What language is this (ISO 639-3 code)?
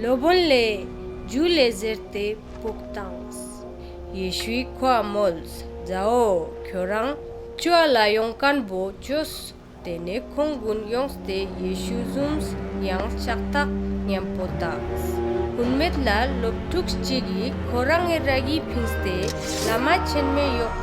lbj